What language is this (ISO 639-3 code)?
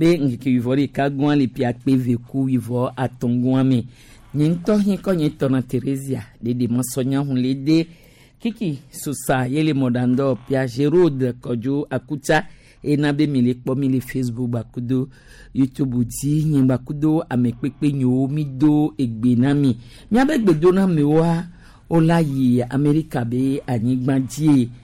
gej